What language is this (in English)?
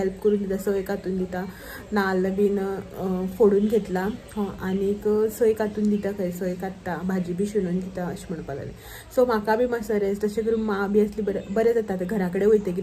Konkani